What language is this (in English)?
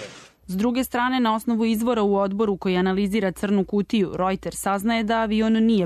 Serbian